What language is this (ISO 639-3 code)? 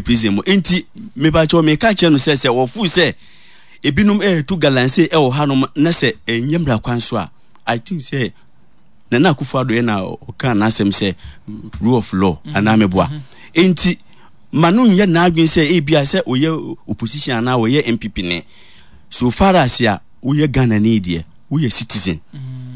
aka